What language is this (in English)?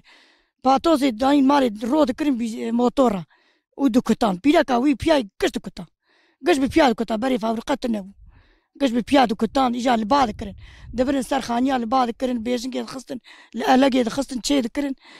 Kurdish